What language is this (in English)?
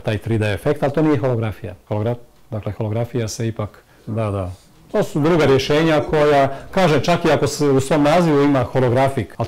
Croatian